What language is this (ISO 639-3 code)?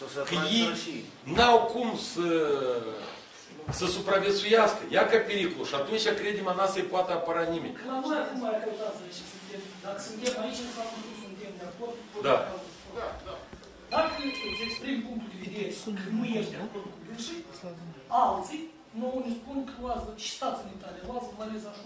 ron